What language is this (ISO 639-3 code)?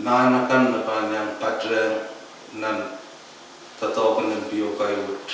pon